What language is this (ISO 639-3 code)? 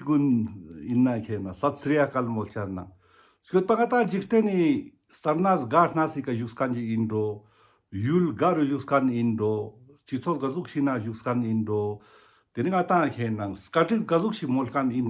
lbj